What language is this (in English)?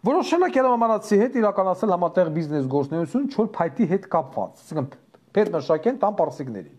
Armenian